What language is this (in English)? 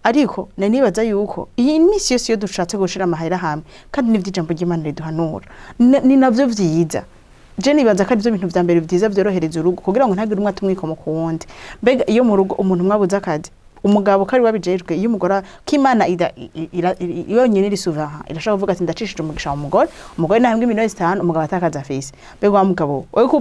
Rundi